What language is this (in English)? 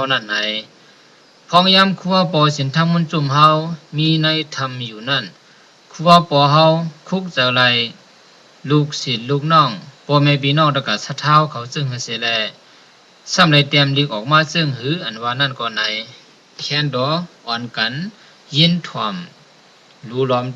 Shan